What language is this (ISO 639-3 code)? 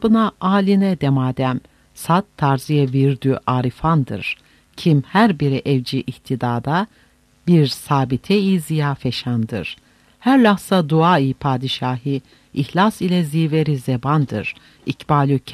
tur